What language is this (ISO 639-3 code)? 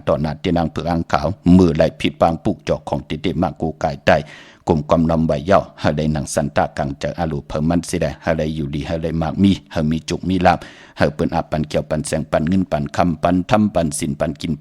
shn